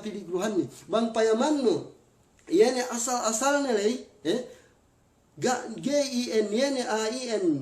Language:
Yakan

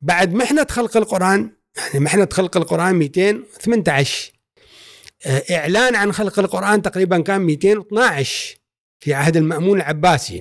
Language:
Gulf Arabic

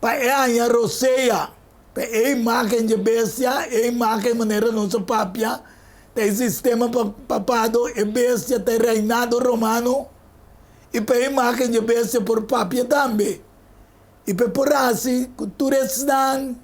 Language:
Papiamento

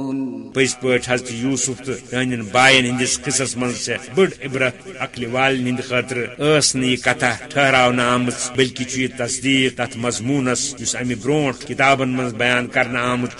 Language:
Kashmiri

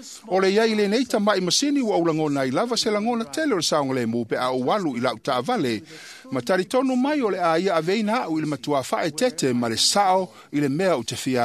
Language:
Samoan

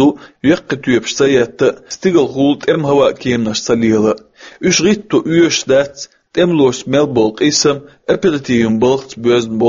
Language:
Chechen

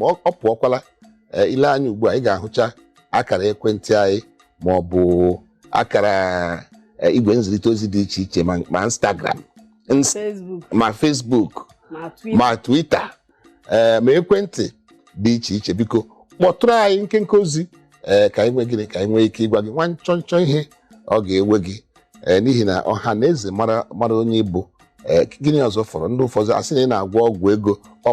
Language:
Igbo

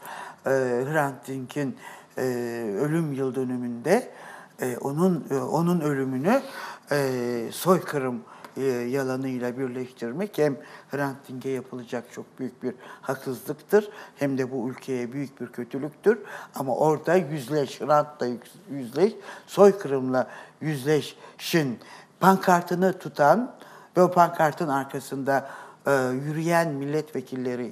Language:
Turkish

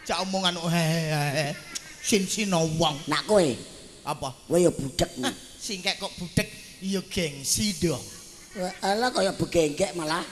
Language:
Javanese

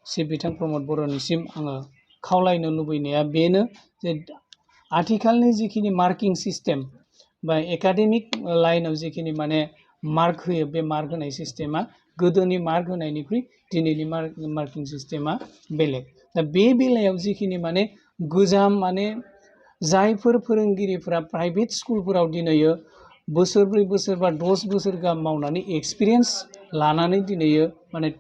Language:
Bodo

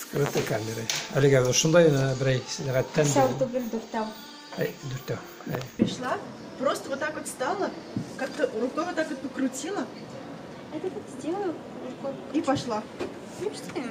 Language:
Bashkir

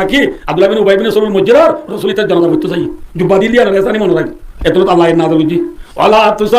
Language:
Rohingya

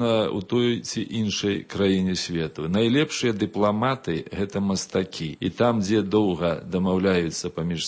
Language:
Belarusian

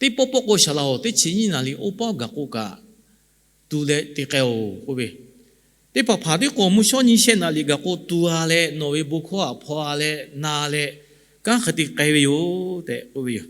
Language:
Lahu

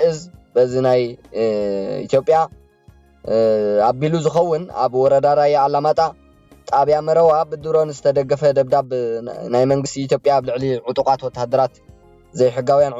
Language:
Tigrinya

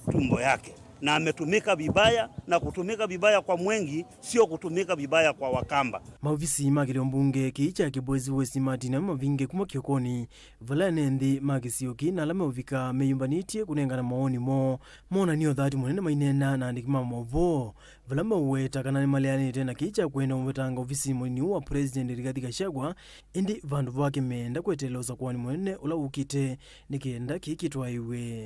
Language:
Kamba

